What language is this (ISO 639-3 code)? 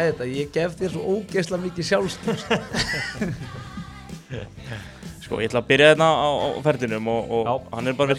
isl